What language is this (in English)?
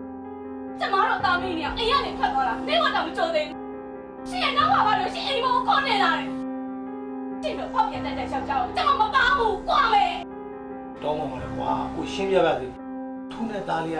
Burmese